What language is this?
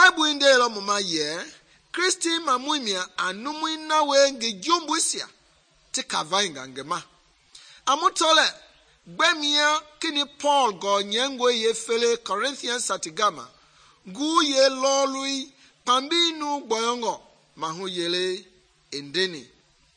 Mende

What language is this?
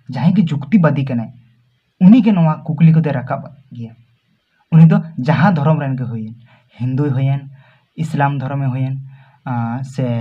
Santali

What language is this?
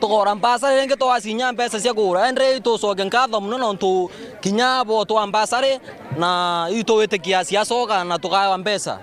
Meru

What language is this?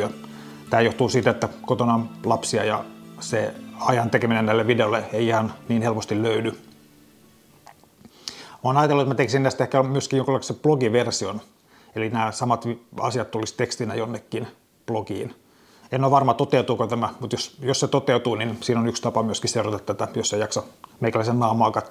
Finnish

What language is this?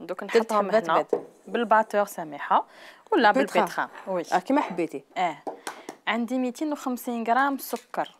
Algerian Arabic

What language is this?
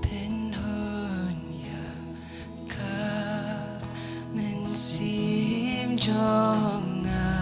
Khasi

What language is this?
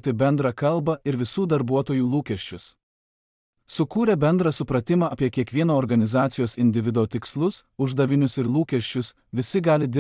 Lithuanian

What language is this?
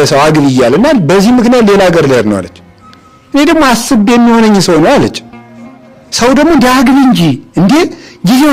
Amharic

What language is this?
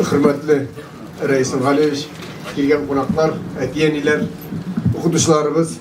Tatar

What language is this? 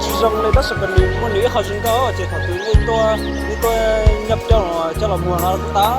Hmong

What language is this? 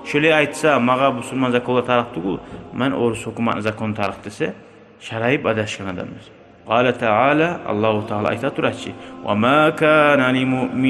Kumyk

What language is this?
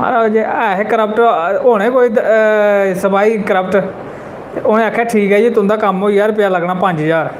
Dogri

